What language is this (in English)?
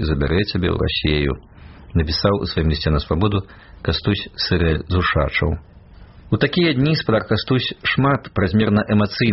Belarusian